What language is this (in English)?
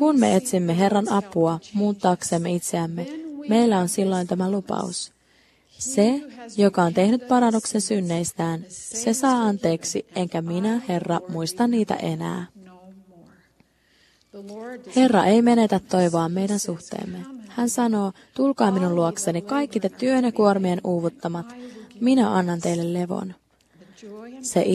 Finnish